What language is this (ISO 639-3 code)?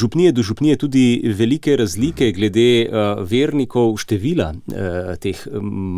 slv